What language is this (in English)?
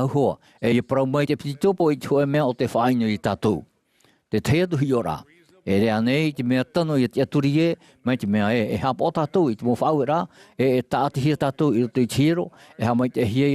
Tahitian